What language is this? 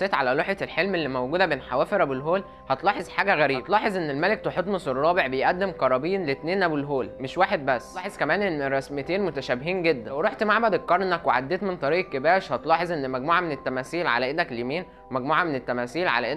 Egyptian Arabic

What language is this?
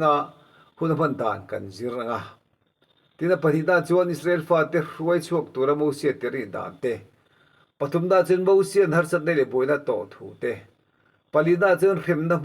Mizo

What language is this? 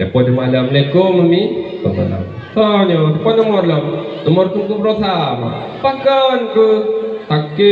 Achinese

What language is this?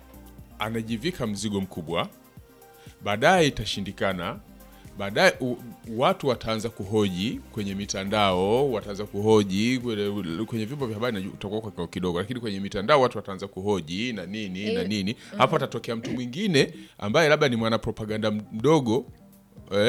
Swahili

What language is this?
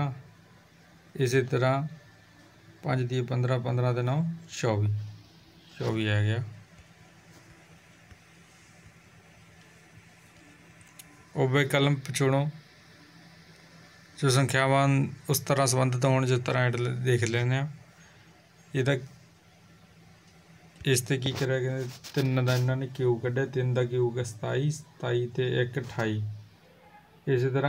Punjabi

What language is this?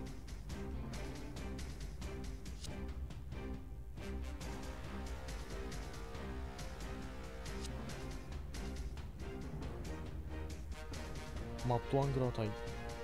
Japanese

